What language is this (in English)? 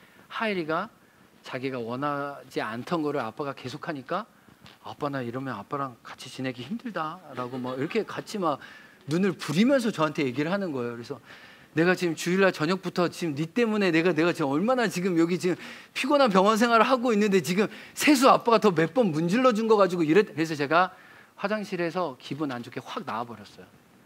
Korean